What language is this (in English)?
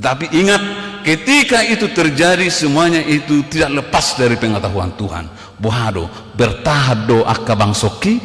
Batak Toba